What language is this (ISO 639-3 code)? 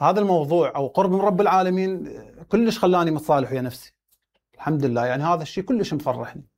acm